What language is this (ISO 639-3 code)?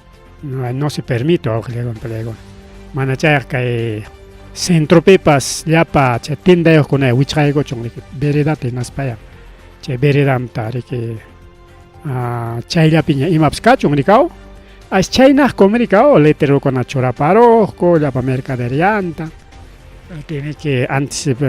quy